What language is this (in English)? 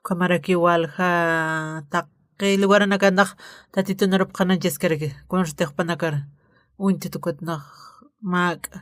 Aymara